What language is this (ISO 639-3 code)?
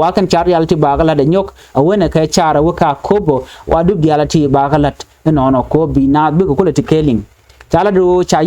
nus